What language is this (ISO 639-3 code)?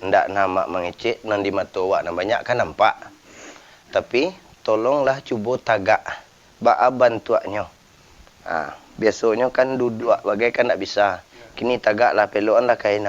min